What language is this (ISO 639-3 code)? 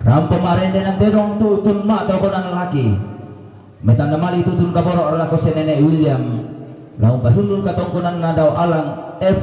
sda